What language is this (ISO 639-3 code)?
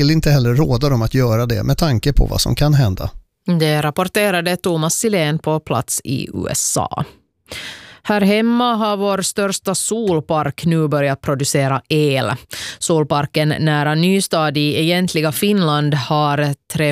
swe